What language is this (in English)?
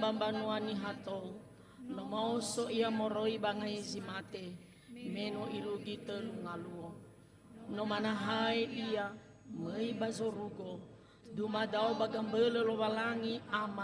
Nias